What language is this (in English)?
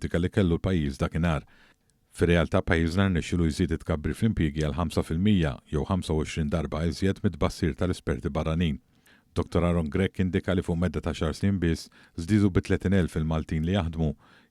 Maltese